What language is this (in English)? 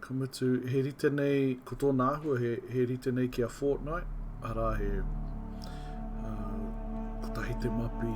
Māori